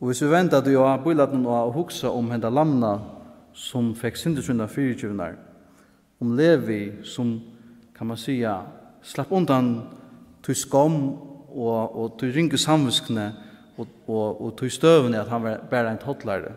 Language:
Faroese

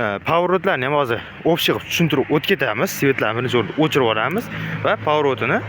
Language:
Uzbek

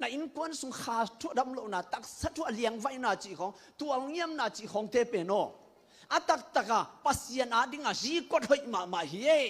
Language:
Tedim Chin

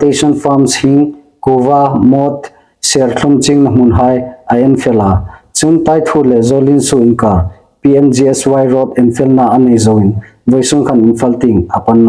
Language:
Hmar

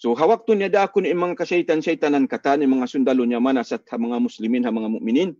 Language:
Tausug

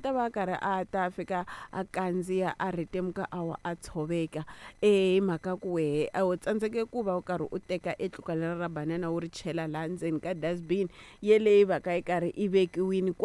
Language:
Tsonga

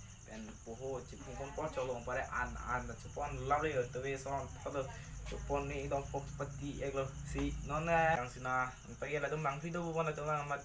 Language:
Karbi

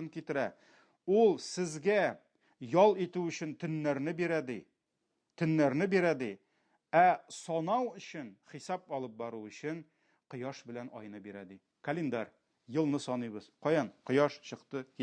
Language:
Tatar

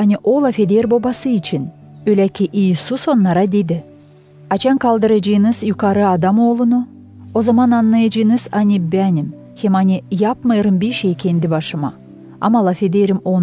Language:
Gagauz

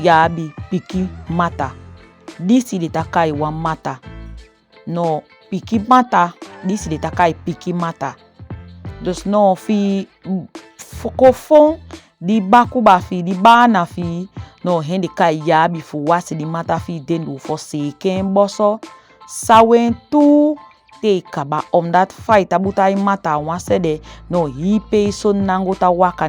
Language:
Saramaccan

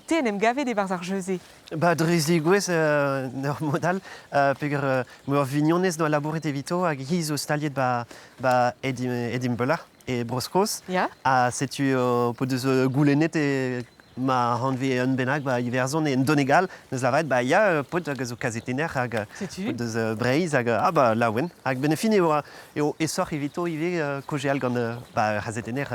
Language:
Breton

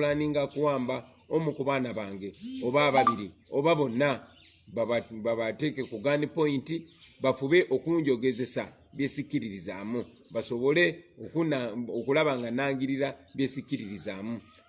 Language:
Ganda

